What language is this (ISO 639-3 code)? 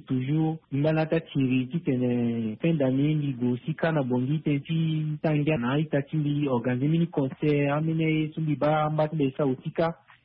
sag